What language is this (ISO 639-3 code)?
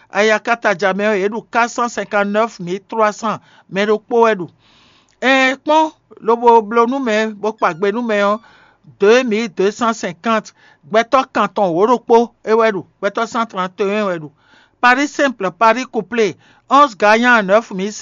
fon